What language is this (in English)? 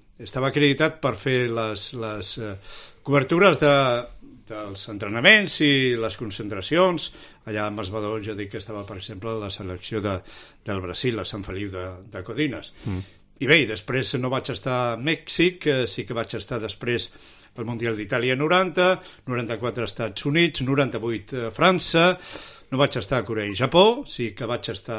Catalan